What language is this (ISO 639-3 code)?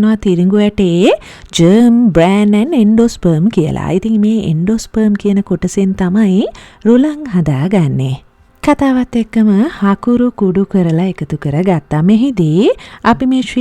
sin